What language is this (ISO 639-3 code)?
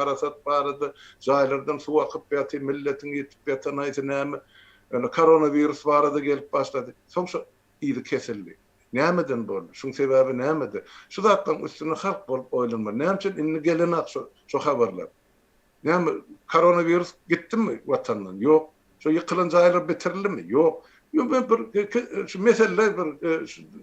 tuk